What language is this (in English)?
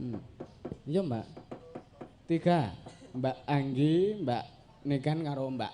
Javanese